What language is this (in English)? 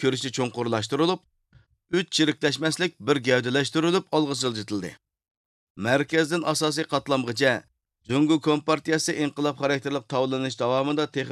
Uyghur